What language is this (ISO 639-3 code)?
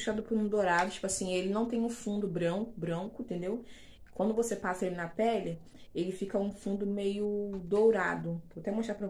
por